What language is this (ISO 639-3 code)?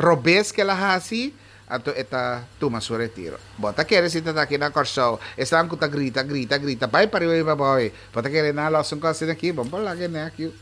pap